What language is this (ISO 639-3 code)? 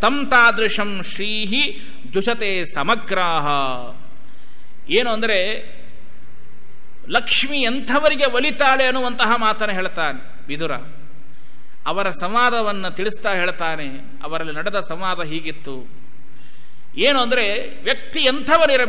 kan